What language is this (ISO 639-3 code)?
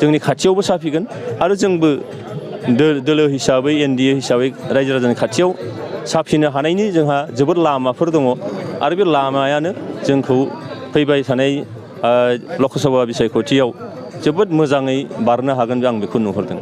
brx